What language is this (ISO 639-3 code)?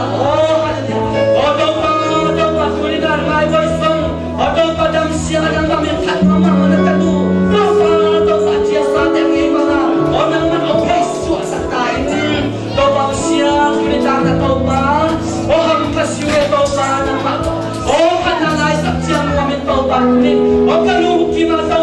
ctd